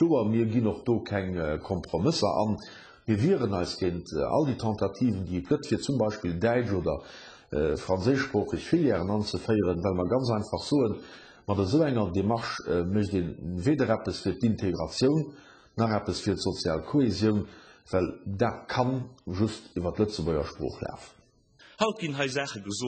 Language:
Luxembourgish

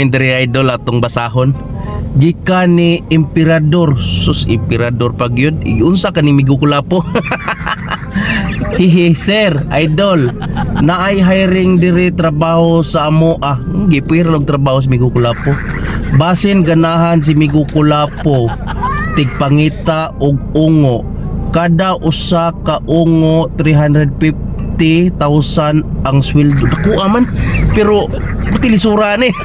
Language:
Cebuano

